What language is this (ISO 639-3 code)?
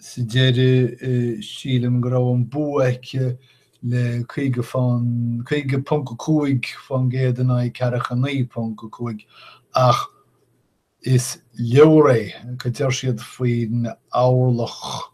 gle